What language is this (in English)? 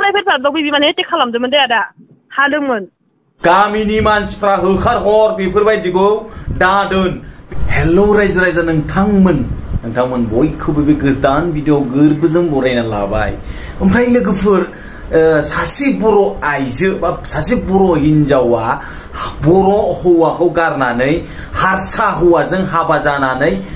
Bodo